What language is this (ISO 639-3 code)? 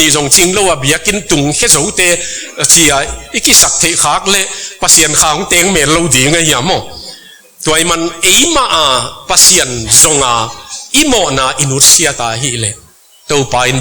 ctd